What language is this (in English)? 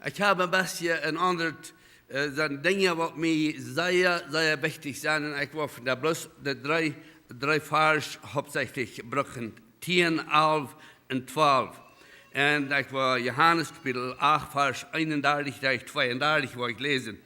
Plautdietsch